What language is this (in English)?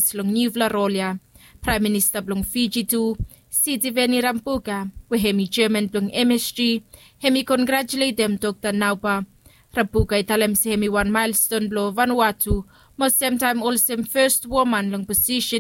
Bislama